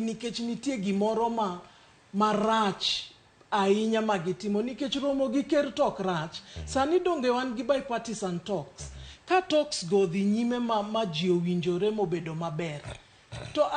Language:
Luo (Kenya and Tanzania)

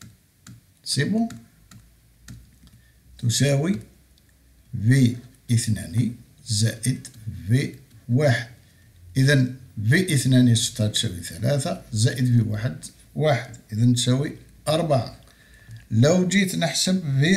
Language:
Algerian Arabic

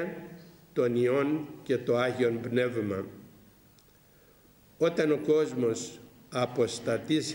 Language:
Greek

